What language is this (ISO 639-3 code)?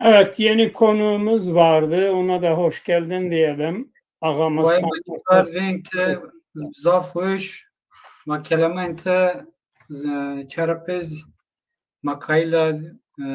zza